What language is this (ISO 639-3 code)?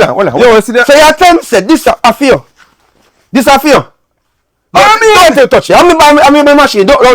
jam